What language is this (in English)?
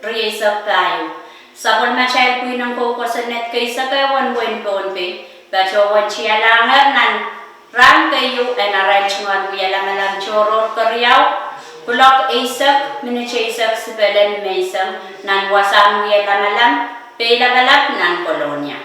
Pohnpeian